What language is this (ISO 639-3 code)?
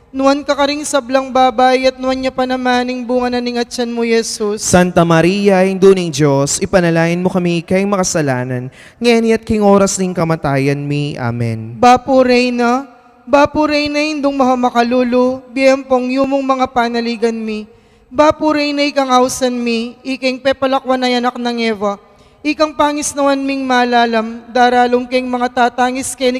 pam